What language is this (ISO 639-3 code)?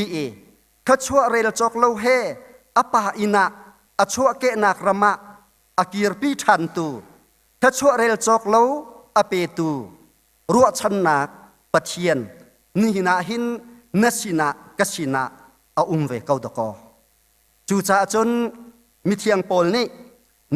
cnh